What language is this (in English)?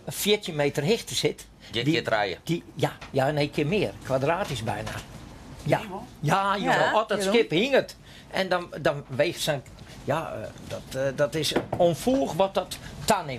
Western Frisian